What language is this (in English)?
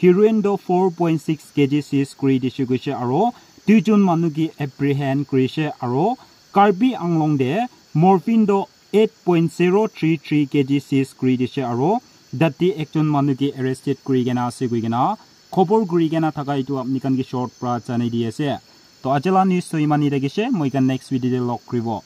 Naga Pidgin